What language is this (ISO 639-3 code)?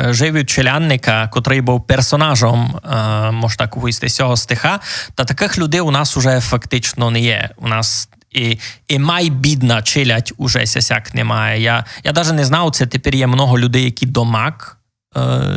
rue